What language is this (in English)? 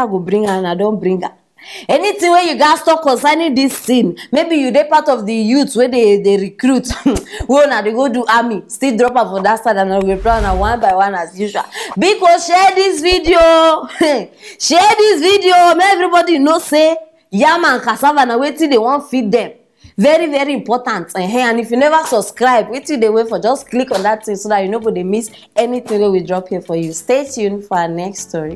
Nigerian Pidgin